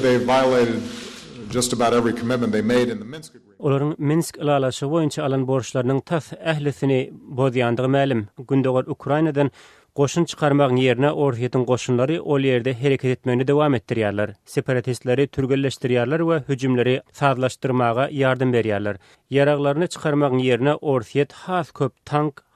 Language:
Turkmen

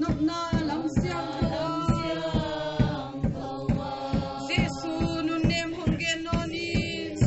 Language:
Paite Chin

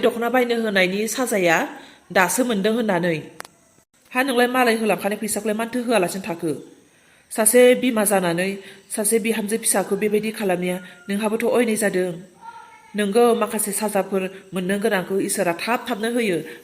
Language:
Bodo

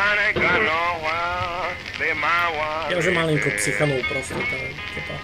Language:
Rusyn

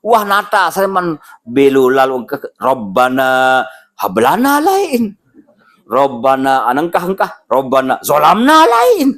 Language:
Sasak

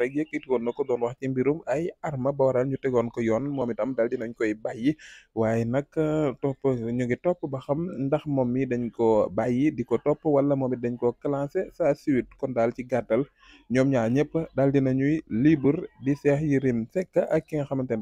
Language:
Wolof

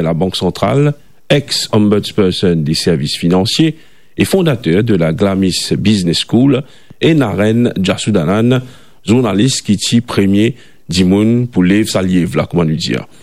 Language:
Morisyen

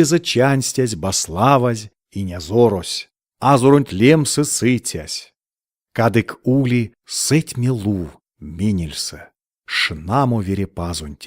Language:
Erzya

